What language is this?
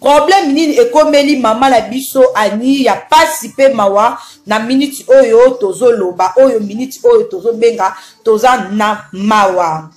Lingala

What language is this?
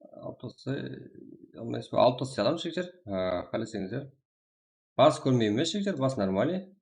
Kara-Kalpak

